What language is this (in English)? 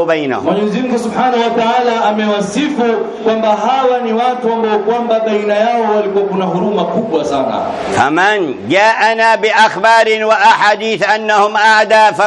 Swahili